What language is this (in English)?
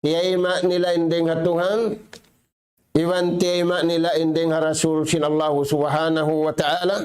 Tausug